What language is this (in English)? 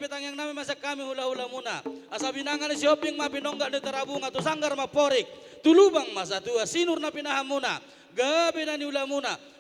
Batak Toba